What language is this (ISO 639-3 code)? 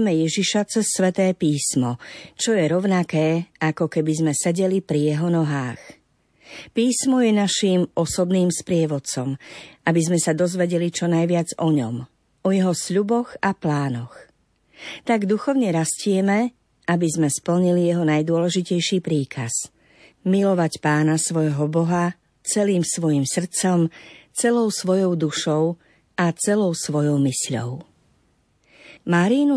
slk